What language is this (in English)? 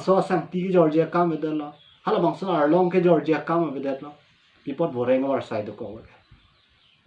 Karbi